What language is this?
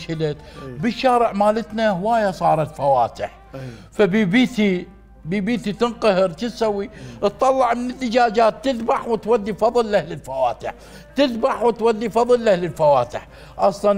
Mesopotamian Arabic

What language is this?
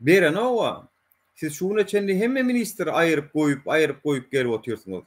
Turkmen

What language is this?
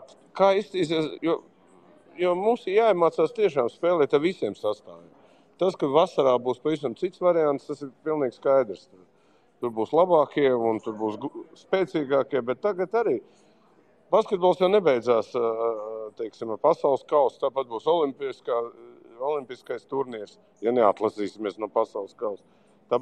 Latvian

